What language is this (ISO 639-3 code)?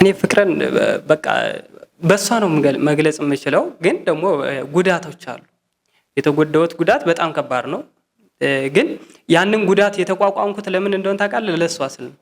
amh